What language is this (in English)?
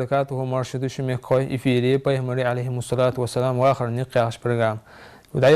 Ingush